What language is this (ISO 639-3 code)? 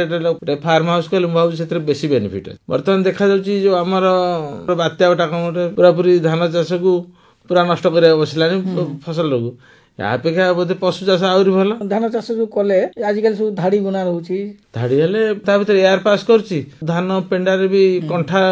ori